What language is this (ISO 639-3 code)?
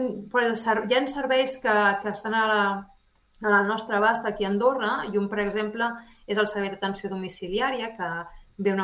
cat